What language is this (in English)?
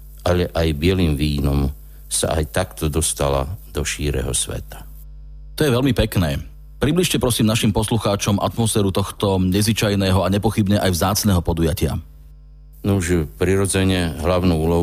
Slovak